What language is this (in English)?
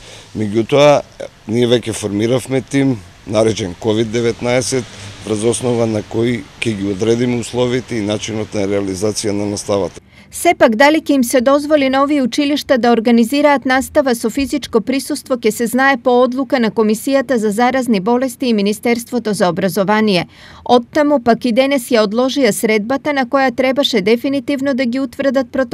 Macedonian